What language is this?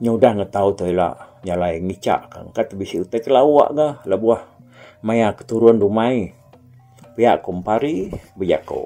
Iban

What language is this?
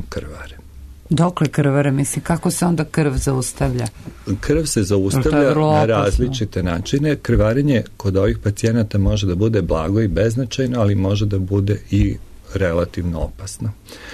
Serbian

